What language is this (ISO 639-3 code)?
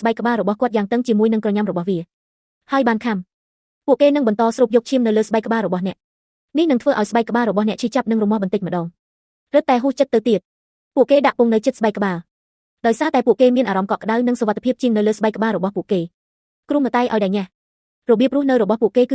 khm